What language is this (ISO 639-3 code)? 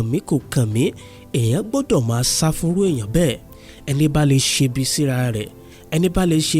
yor